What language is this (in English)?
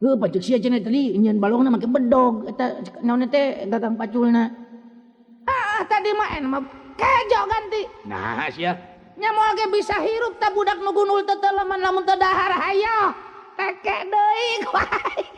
Sundanese